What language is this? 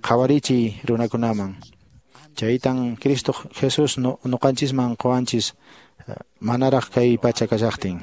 Quechua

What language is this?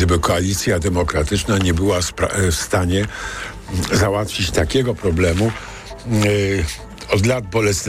Polish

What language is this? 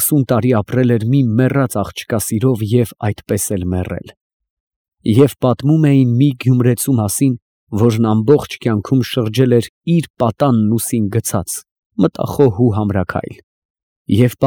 Armenian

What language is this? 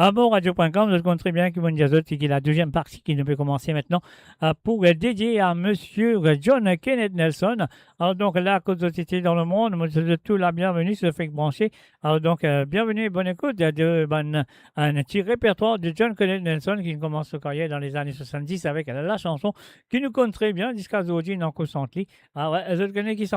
Morisyen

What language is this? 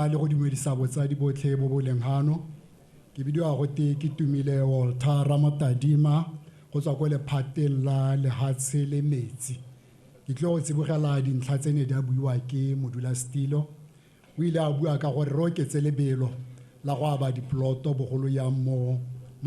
Tswana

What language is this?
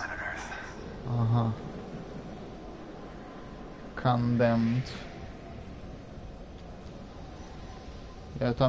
Russian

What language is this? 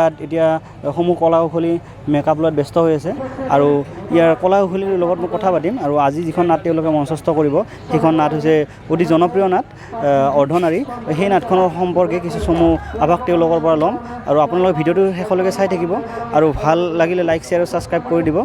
Assamese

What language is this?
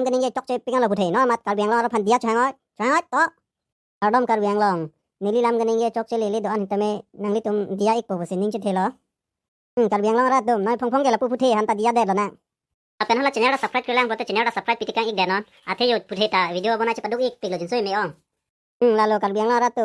Karbi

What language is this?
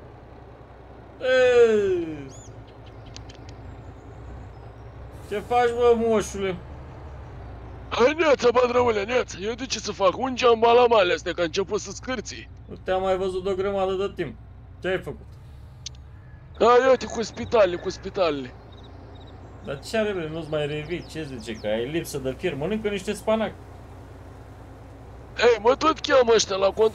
Romanian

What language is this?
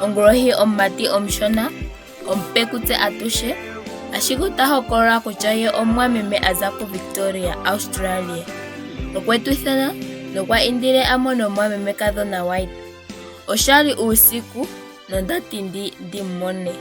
Ndonga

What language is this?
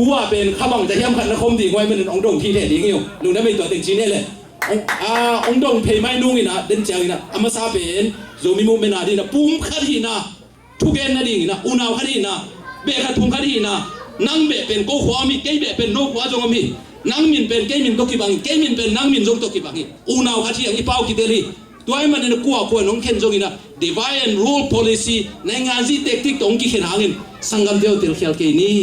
Tedim Chin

